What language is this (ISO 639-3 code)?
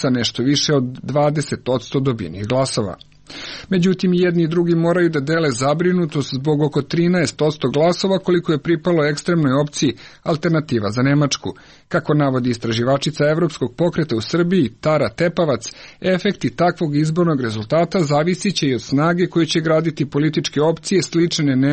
srp